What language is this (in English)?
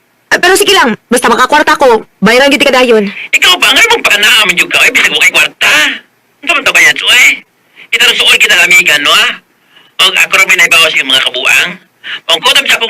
Cebuano